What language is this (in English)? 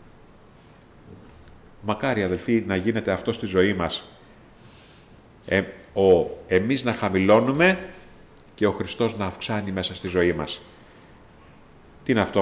Greek